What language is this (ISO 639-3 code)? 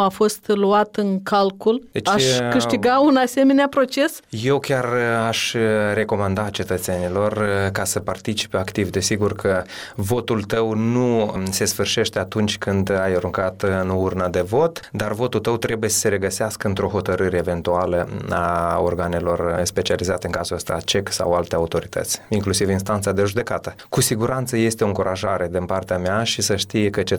ron